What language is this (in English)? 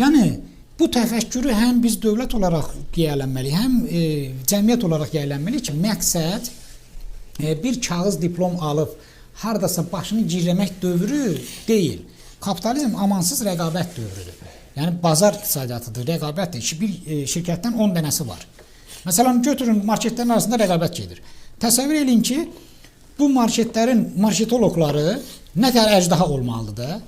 Azerbaijani